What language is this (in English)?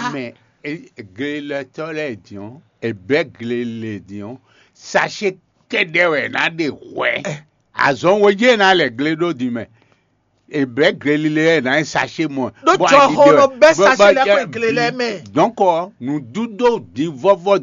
Fon